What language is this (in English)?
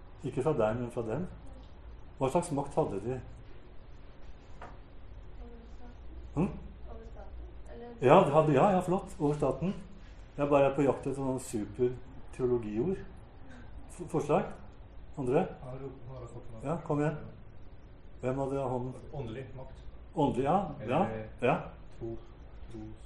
Norwegian